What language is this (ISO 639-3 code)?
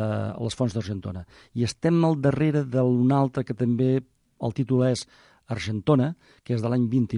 cat